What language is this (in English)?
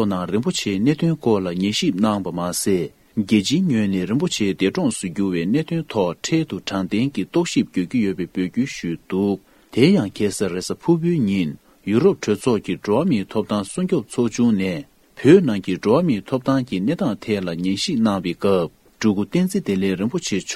Tibetan